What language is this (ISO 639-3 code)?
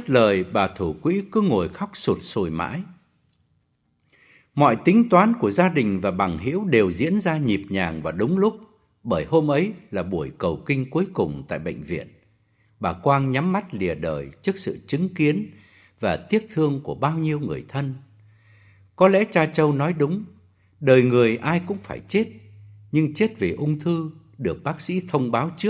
vie